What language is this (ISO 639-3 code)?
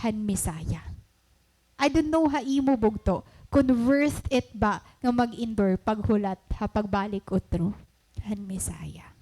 war